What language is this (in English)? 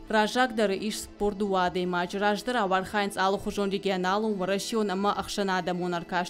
Ossetic